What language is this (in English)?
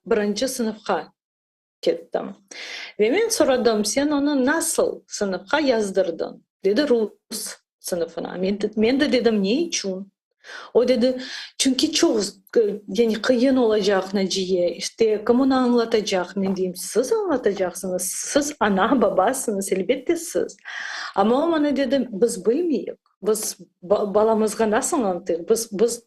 Crimean Tatar